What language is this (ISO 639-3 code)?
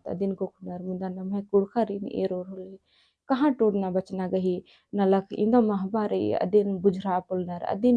kru